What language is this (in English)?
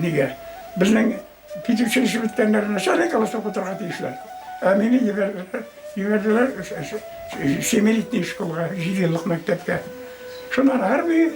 Bashkir